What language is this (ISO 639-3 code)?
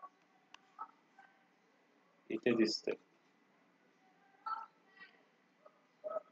mar